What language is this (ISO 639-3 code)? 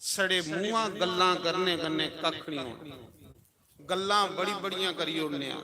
doi